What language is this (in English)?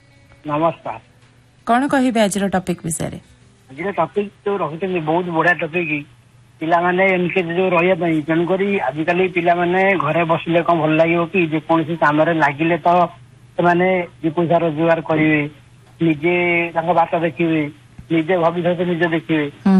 Odia